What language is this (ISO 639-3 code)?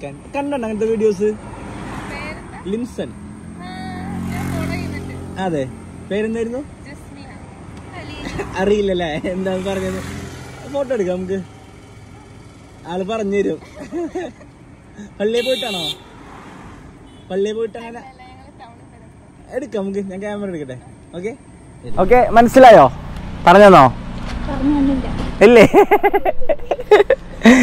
mal